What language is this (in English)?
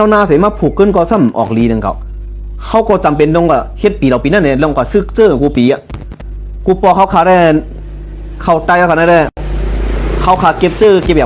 Shan